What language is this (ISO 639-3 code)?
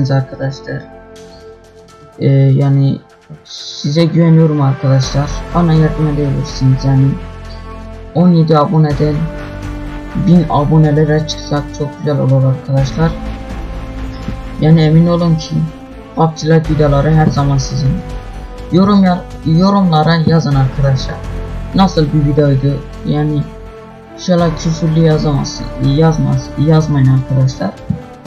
tur